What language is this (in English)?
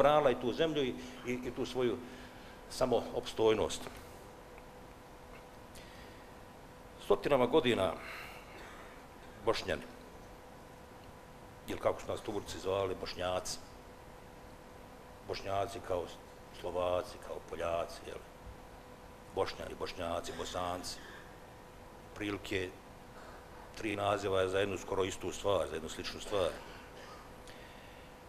Bosnian